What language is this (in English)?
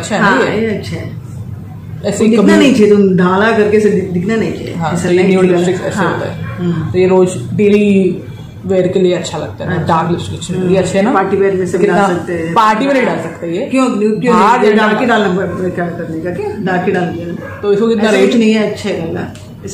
Hindi